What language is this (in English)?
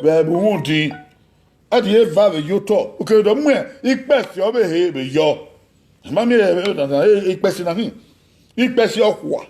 Bini